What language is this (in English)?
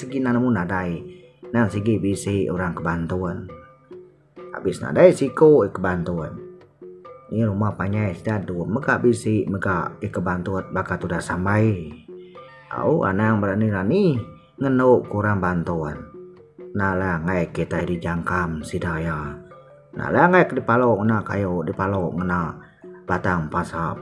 Iban